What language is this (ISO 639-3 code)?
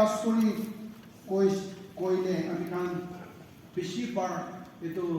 nag